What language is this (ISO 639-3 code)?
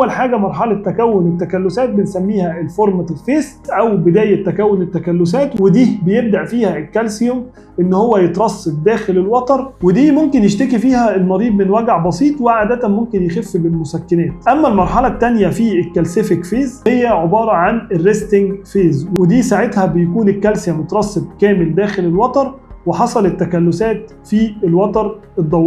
arz